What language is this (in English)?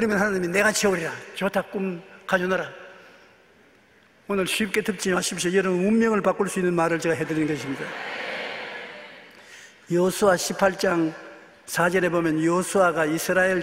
Korean